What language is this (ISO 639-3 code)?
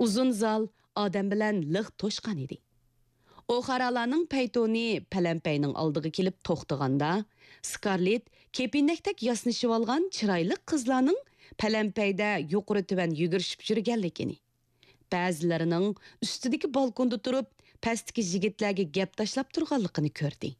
uig